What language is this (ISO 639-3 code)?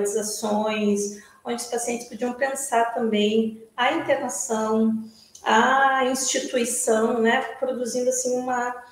por